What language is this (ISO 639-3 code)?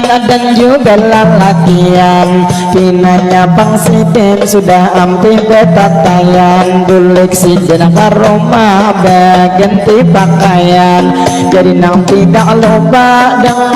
bjn